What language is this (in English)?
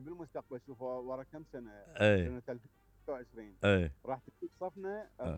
Mesopotamian Arabic